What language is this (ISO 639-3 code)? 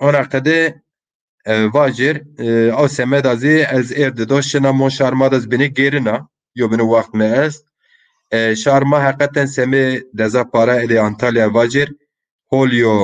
zza